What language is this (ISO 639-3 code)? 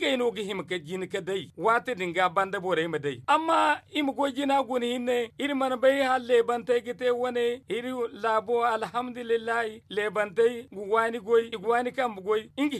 dje